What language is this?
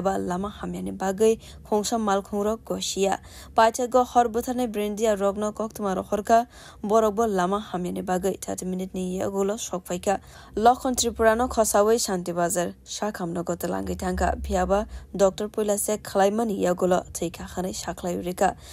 Kok Borok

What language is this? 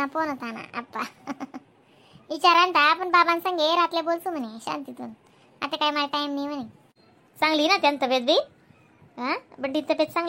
Khandesi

